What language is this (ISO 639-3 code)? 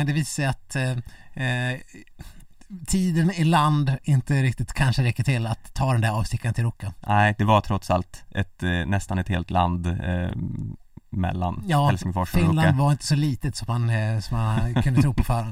swe